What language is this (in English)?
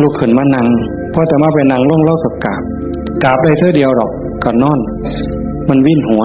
Northeastern Thai